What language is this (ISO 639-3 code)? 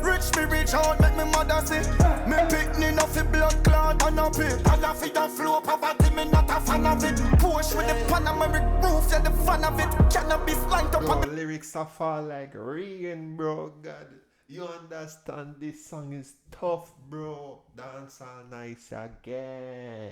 jam